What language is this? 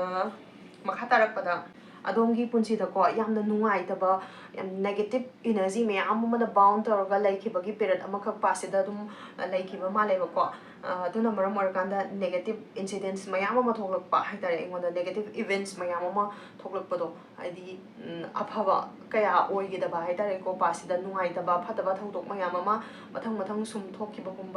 Manipuri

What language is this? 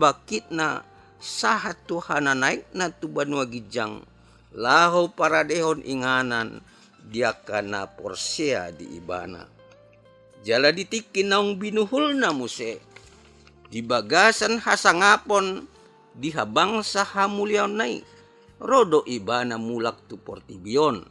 Batak Toba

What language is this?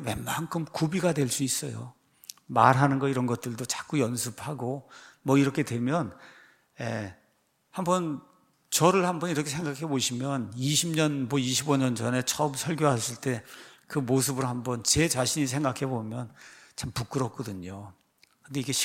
Korean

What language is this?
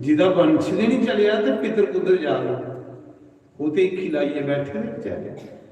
Dogri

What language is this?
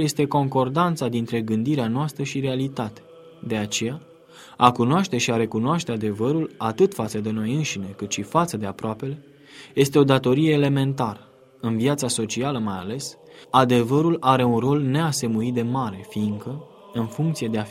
Romanian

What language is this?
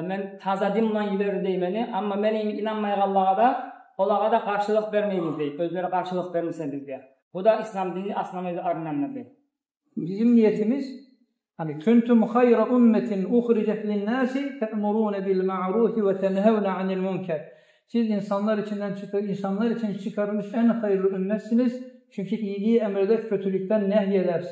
Kumyk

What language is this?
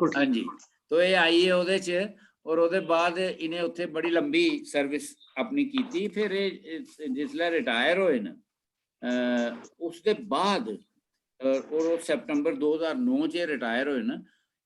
Dogri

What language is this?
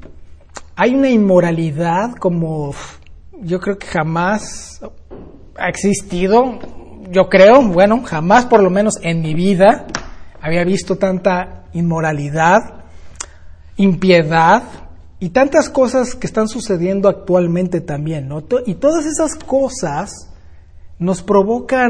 Spanish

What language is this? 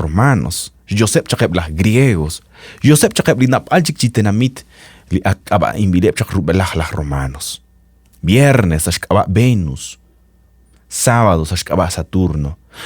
Kekchí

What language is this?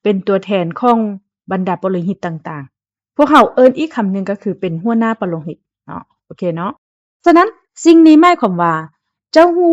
Lao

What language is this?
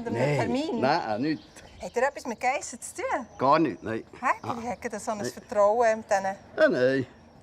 Swiss German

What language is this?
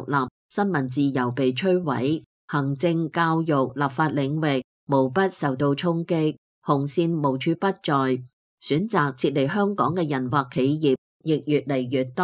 Cantonese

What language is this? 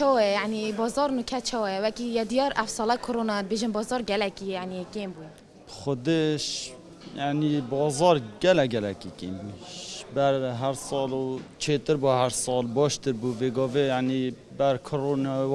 Kurdish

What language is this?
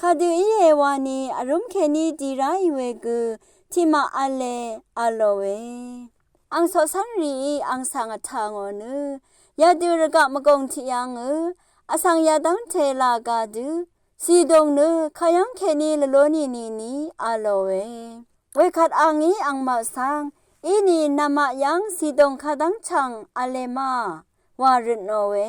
Rawang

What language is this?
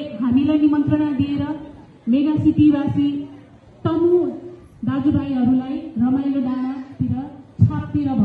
Nepali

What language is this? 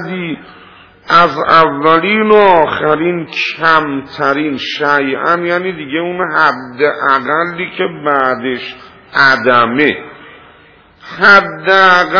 Persian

